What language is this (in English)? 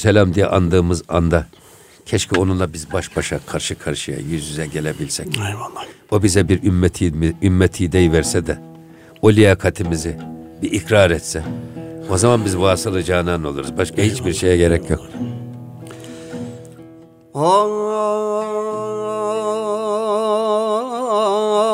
Turkish